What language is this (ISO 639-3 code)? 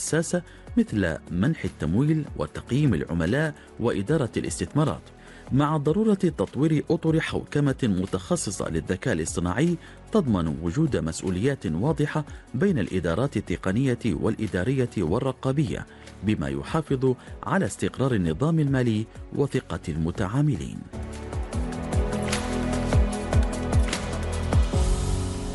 ara